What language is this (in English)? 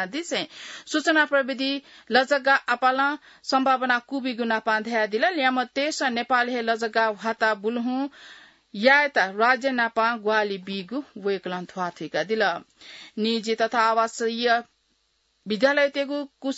Newari